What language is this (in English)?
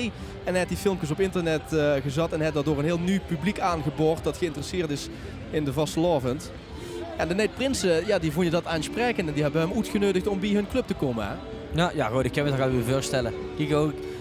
Limburgish